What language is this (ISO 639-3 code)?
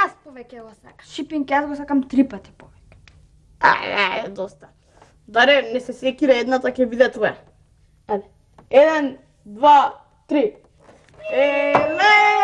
mkd